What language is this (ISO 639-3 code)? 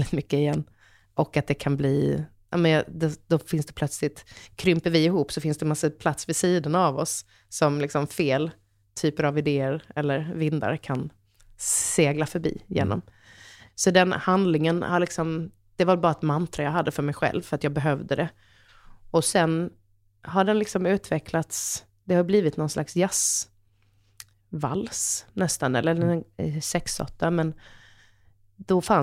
swe